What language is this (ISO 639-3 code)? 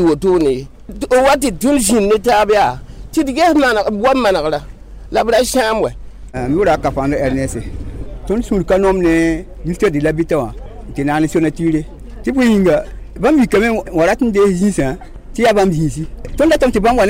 mos